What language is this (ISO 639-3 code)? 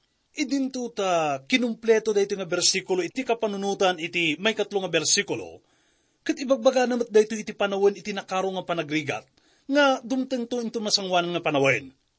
ilo